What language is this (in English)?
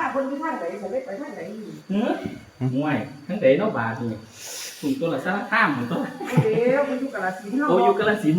Northeastern Thai